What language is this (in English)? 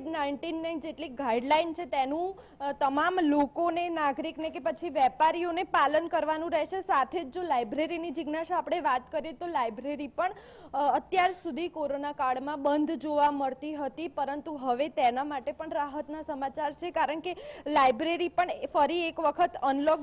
Gujarati